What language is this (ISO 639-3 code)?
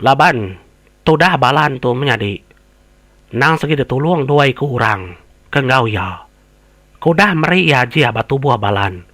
iba